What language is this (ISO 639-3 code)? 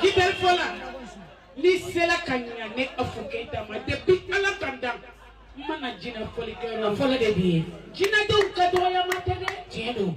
bam